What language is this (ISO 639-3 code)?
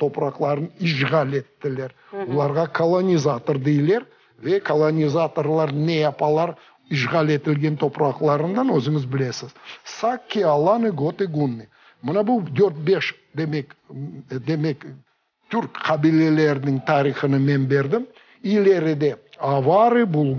crh